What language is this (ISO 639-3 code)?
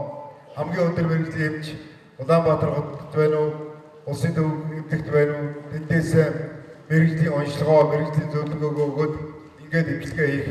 mon